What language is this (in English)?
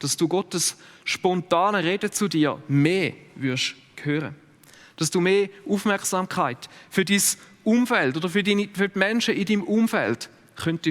Swiss German